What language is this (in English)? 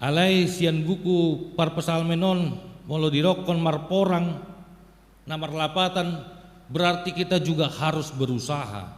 Batak Toba